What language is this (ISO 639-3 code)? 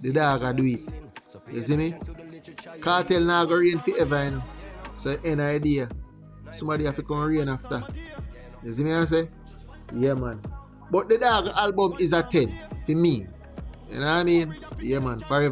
jam